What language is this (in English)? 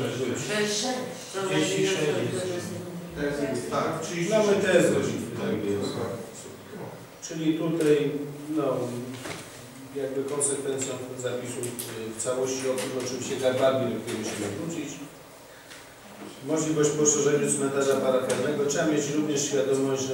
Polish